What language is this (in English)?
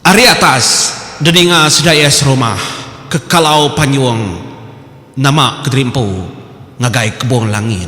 Iban